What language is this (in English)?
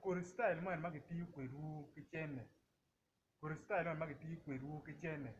Acoli